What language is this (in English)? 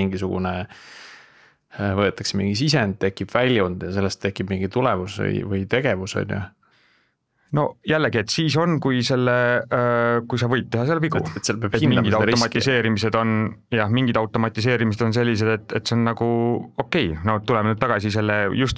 Estonian